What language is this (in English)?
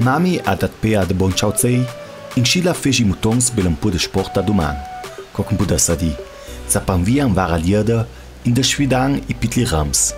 Ladin